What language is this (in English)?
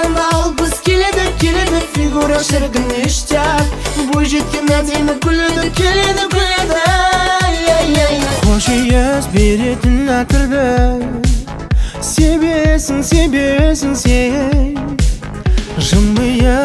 Kazakh